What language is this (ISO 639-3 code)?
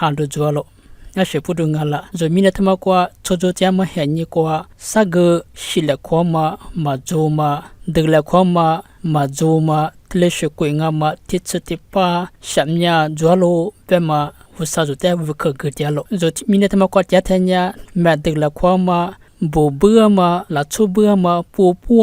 lis